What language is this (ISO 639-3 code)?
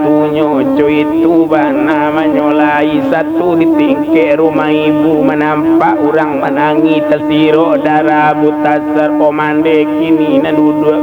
min